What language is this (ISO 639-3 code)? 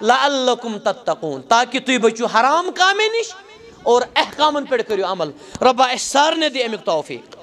kas